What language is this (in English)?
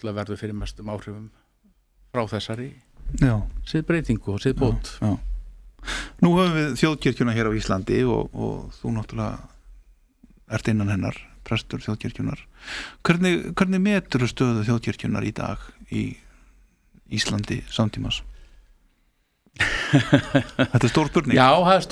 Icelandic